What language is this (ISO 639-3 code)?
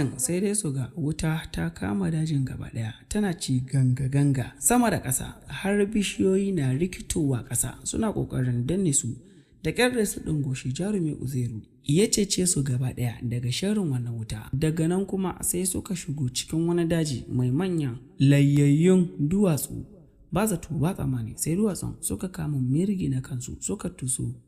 hau